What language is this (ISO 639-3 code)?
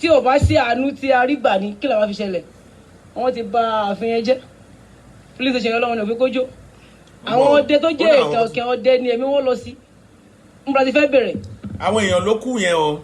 yor